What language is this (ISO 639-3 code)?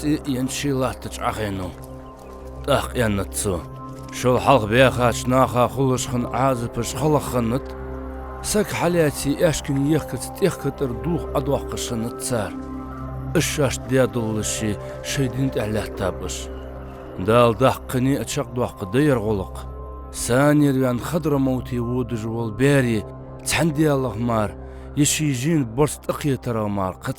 inh